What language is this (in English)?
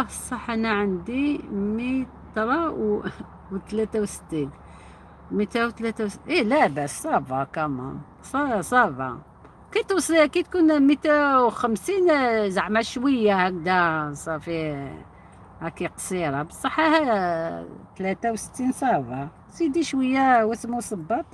Algerian Arabic